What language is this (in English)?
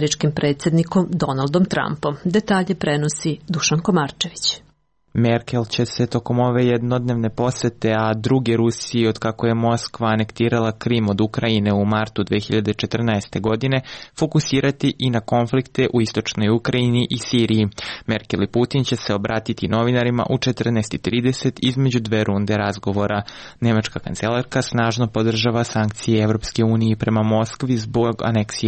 Serbian